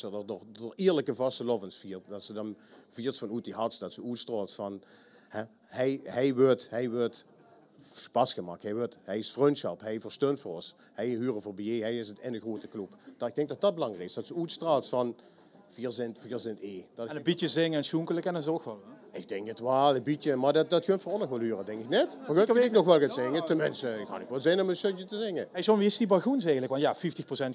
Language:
Limburgish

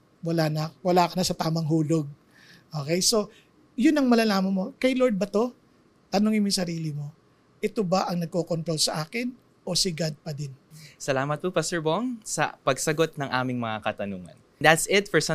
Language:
Filipino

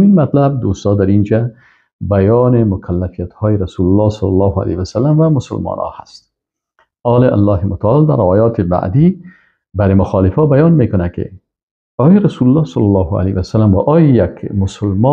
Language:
Persian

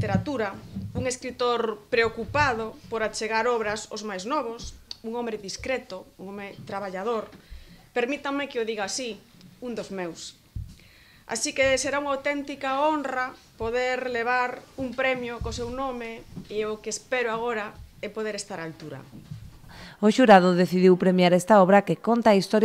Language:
Galician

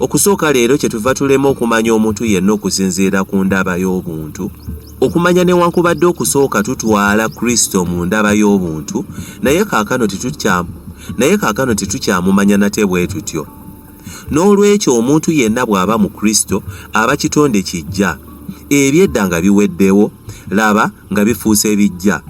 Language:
Ganda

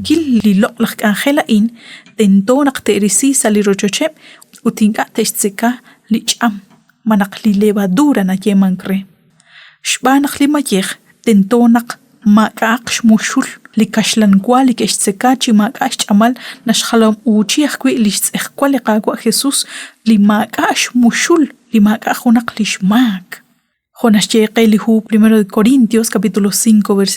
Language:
Kekchí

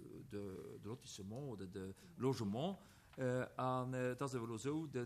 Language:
Luxembourgish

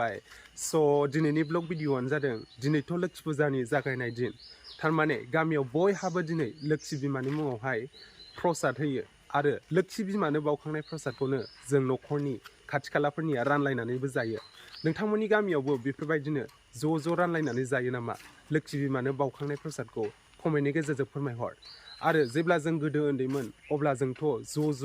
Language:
Bodo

